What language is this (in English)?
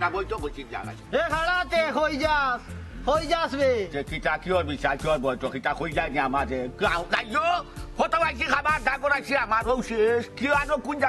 Sylheti